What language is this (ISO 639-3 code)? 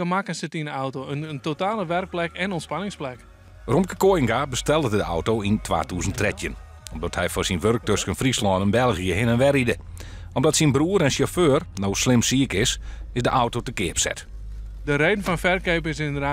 fry